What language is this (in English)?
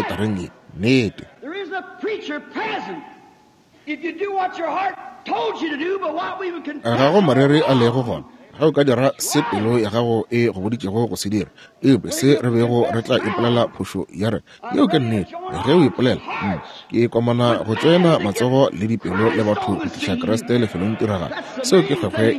Northern Sotho